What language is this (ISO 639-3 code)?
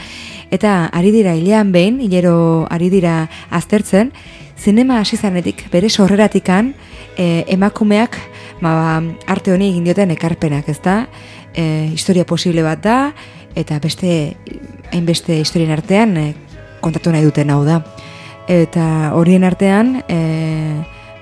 eus